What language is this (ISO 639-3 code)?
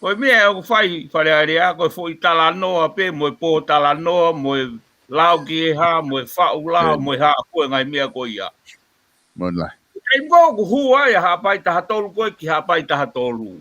ton